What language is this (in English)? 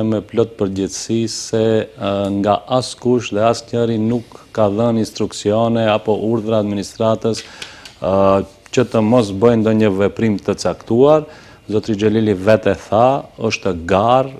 Albanian